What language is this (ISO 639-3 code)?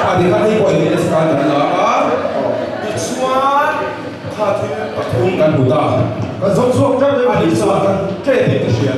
lus